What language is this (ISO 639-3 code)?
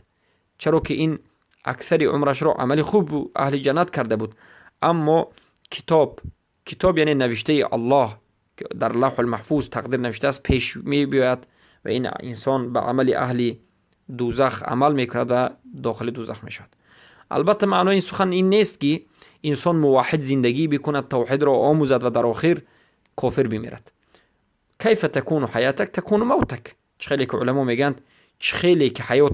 fas